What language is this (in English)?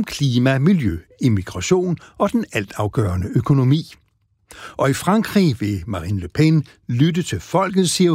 Danish